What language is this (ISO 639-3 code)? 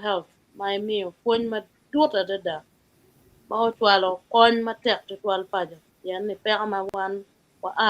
ach